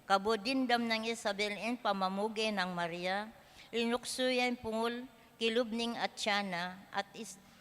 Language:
Pampanga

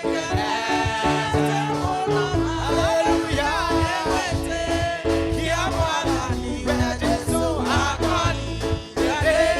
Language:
Kikuyu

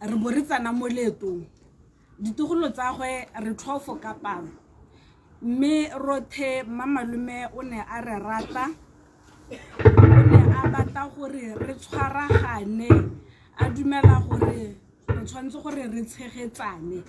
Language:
Tswana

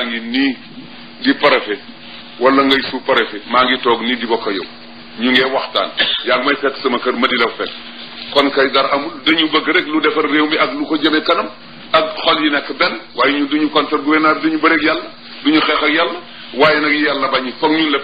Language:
Wolof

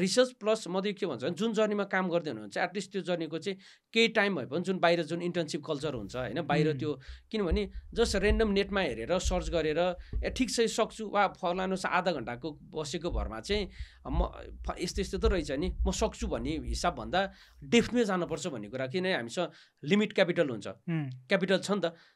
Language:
Nepali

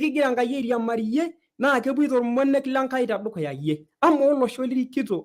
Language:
Masai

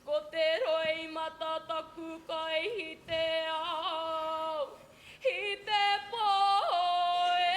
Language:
Māori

